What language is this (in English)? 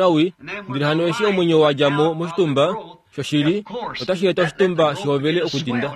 Kuanyama